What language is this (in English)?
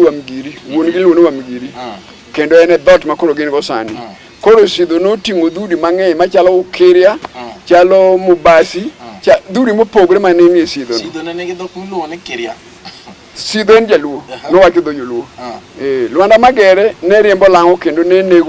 Luo (Kenya and Tanzania)